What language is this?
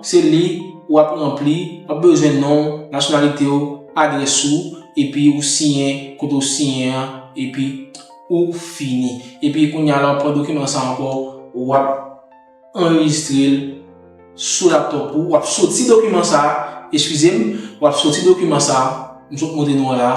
Haitian Creole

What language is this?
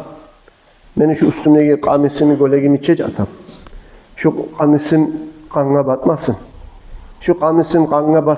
Kumyk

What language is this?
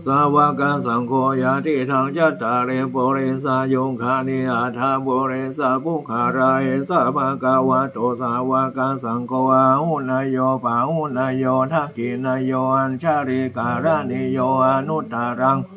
Pali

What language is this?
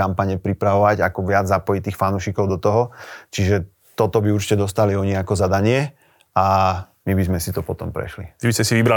Slovak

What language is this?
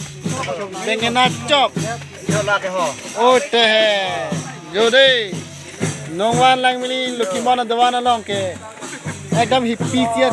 Karbi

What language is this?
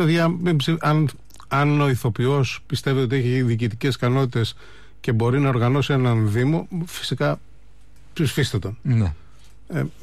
Greek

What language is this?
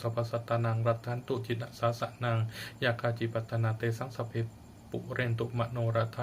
Pali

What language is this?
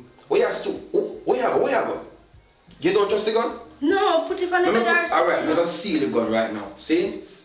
Jamaican Creole English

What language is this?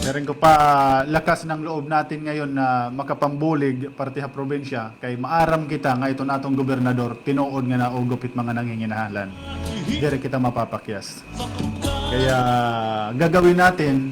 Waray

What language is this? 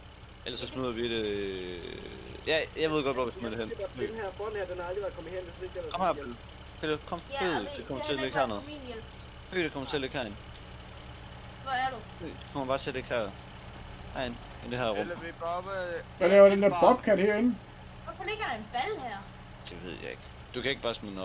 Danish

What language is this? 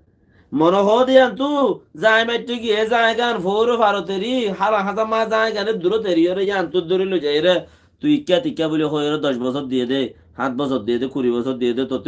Rohingya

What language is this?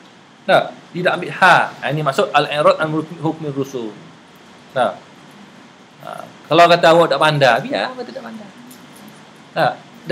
Malay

